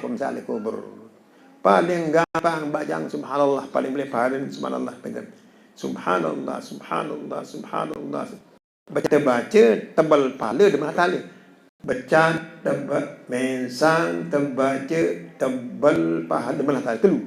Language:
Sasak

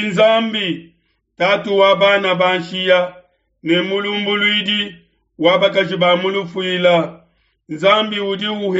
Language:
Luba-Lulua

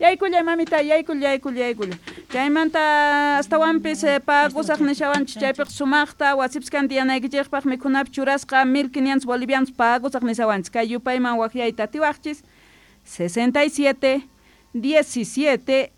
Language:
South Bolivian Quechua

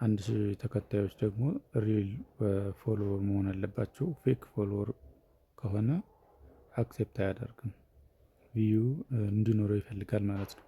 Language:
Amharic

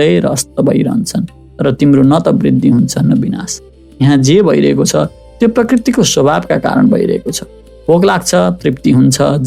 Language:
Nepali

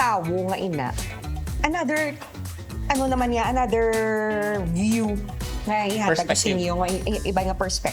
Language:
Hiligaynon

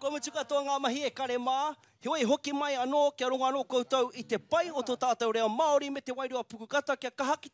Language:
Māori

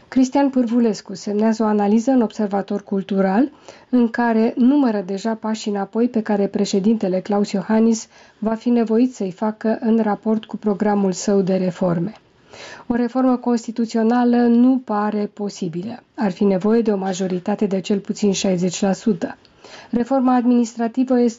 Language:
Romanian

